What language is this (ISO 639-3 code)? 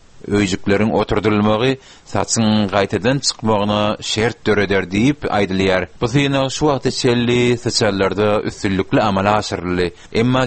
tuk